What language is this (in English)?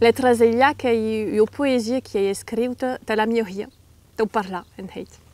Occitan